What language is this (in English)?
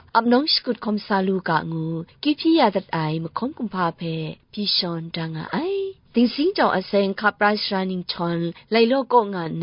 Kachin